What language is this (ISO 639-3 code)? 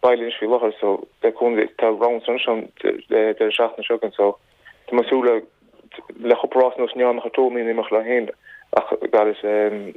gle